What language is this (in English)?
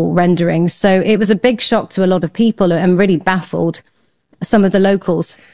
English